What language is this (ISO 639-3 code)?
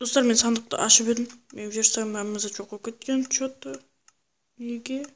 kaa